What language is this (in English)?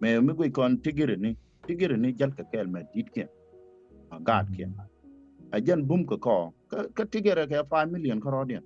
Nuer